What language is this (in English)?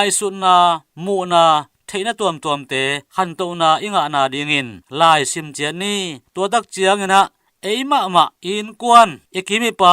Tedim Chin